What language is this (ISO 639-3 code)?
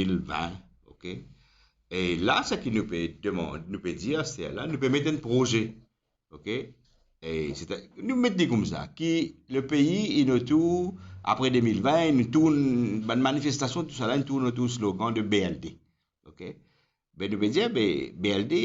mfe